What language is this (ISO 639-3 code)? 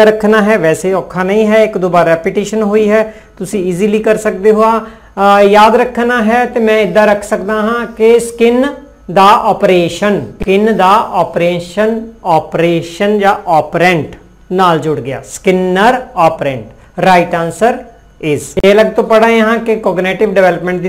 pan